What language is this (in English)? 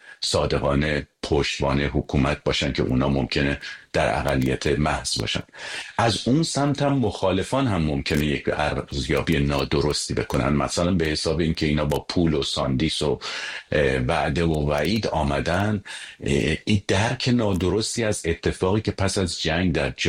Persian